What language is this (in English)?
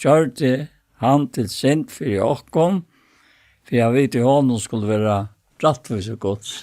Faroese